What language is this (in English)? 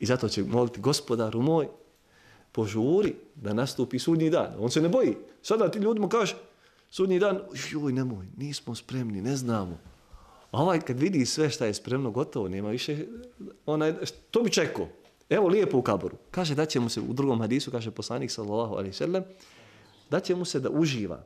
Bosnian